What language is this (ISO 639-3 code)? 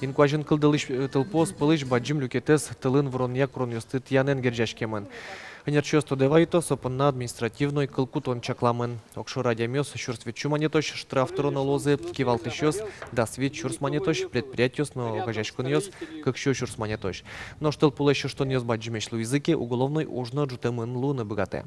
udm